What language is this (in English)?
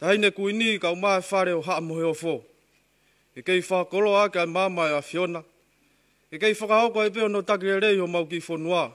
Tongan